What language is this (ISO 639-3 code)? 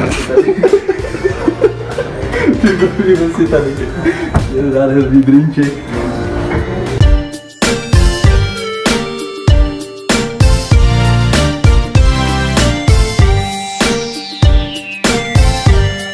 ces